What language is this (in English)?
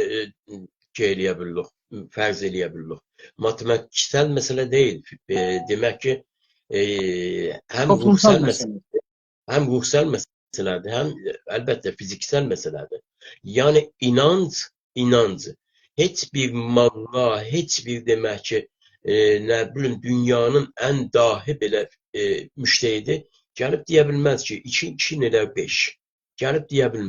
South Azerbaijani